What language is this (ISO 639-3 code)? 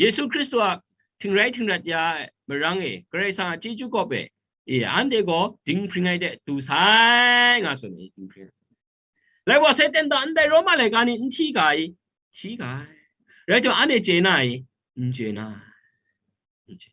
kac